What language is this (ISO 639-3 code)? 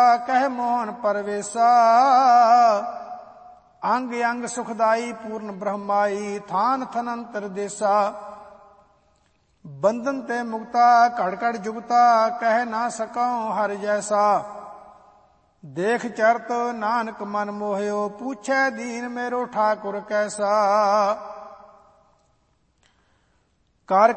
pan